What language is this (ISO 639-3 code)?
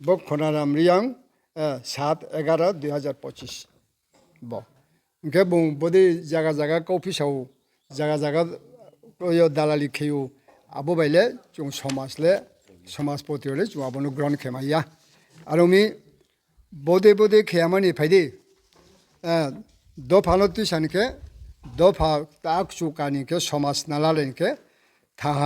ria